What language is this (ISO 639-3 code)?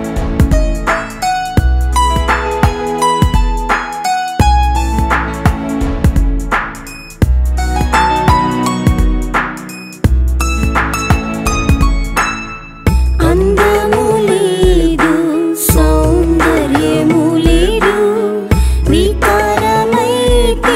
tel